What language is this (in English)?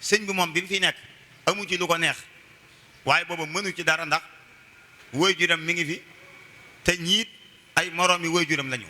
Wolof